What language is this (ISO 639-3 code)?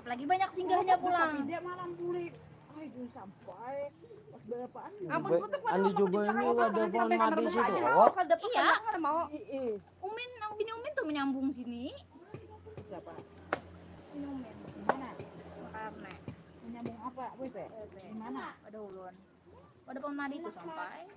bjn